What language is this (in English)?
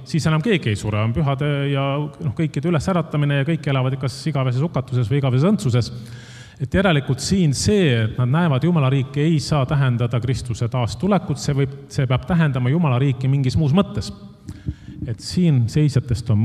Estonian